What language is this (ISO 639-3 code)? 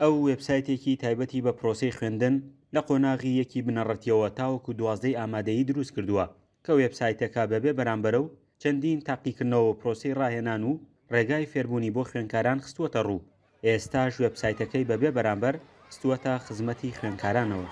ckb